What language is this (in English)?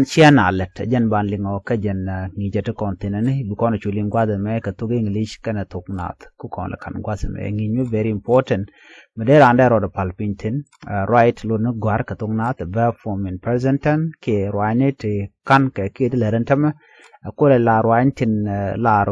Nuer